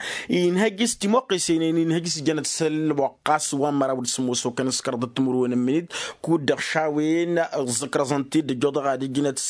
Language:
Tamasheq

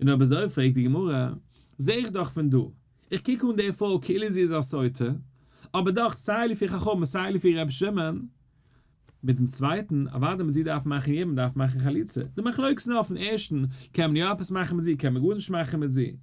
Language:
Yiddish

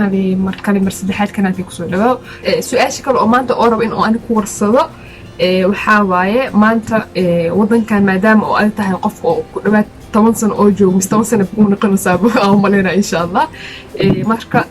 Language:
Somali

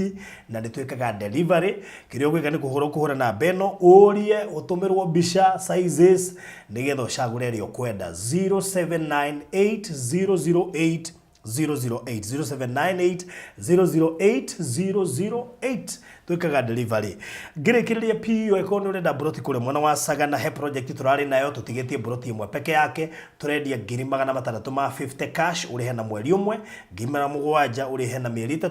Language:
Kikuyu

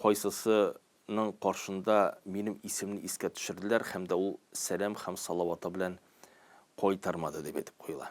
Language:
Tatar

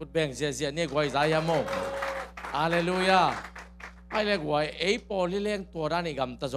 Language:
Tedim Chin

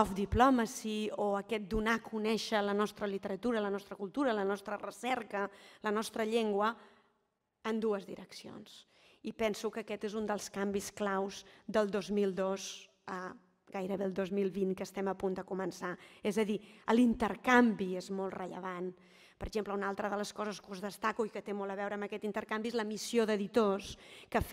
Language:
Catalan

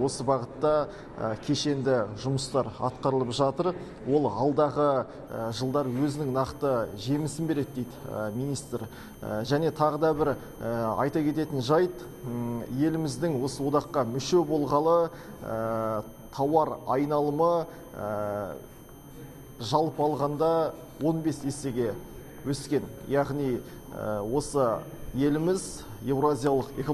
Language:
Kazakh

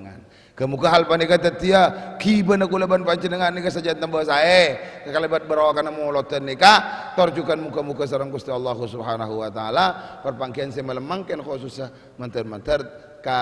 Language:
Madurese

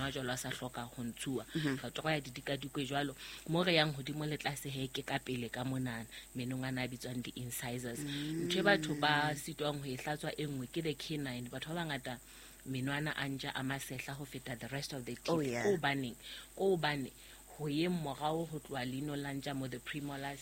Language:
Southern Sotho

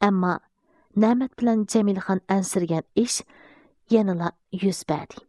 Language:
Uyghur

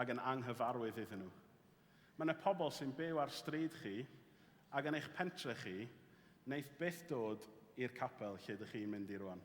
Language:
Welsh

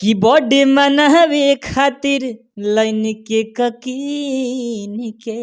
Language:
Bhojpuri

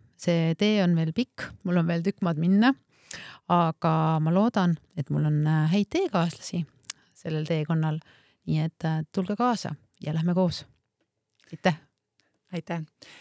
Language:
Estonian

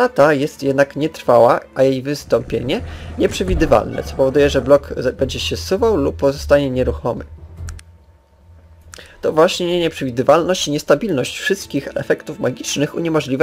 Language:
Polish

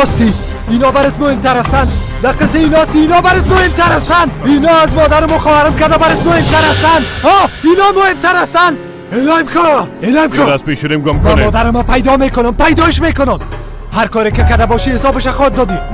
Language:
Persian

